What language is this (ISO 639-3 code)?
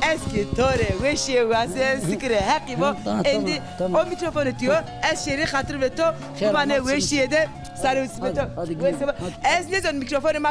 zza